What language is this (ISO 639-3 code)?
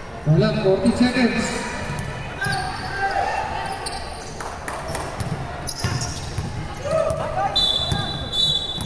fil